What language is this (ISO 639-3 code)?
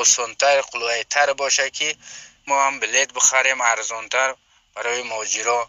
tgk